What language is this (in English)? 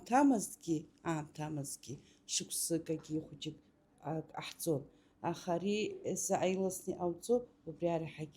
Abkhazian